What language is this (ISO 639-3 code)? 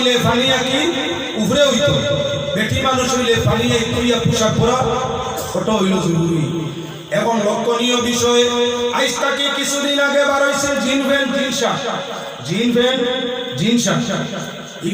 syl